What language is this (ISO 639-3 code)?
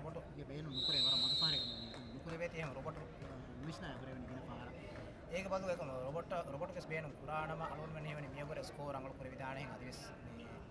div